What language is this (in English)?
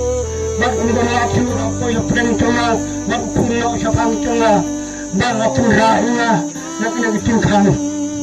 Khasi